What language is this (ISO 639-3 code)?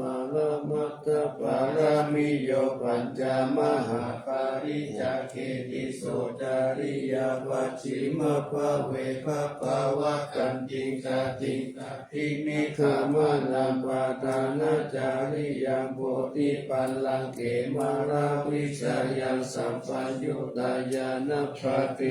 pli